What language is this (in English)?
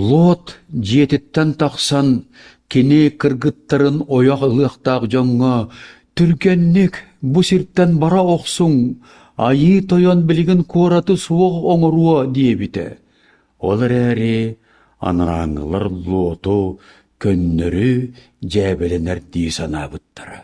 Yakut